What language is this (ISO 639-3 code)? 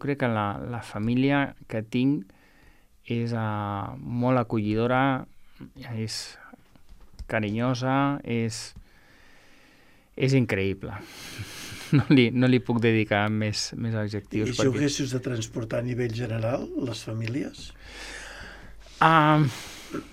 cat